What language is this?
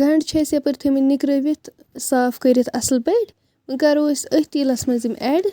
Kashmiri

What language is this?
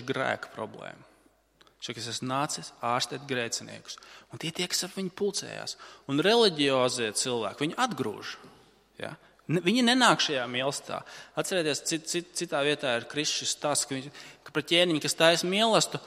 Latvian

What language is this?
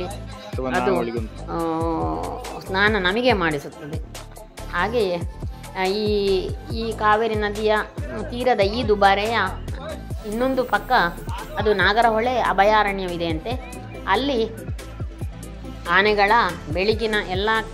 Kannada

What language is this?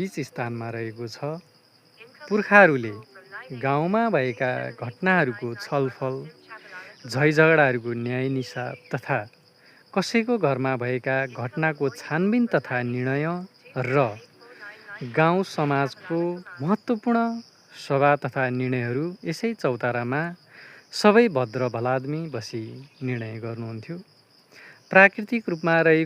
Nepali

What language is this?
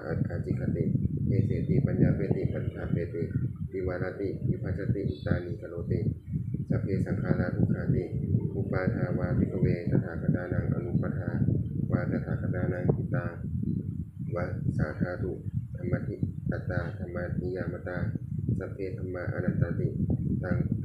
Pali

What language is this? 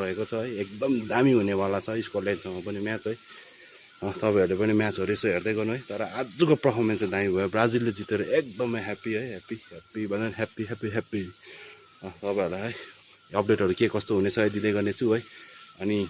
Nepali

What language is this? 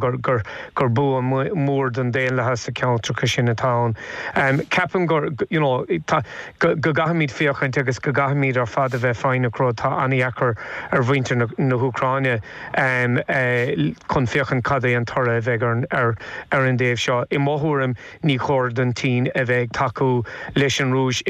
Irish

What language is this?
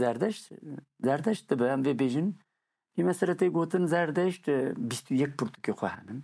Kurdish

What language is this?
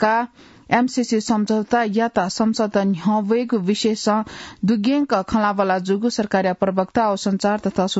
Newari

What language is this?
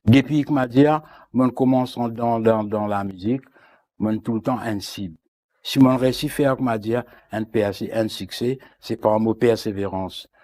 Morisyen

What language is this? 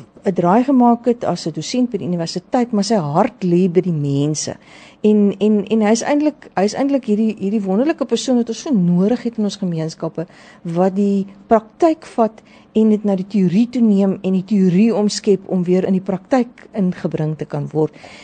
Afrikaans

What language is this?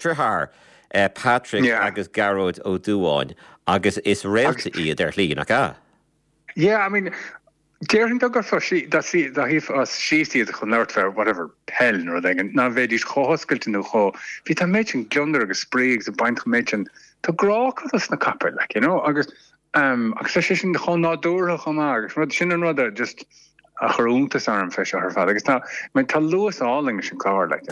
Irish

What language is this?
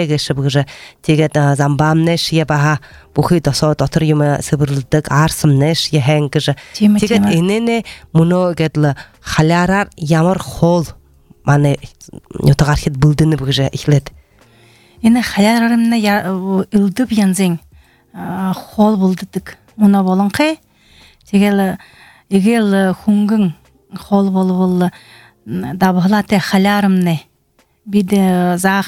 Belarusian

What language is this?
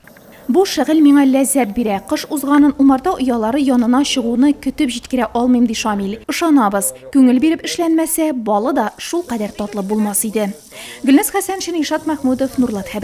Tatar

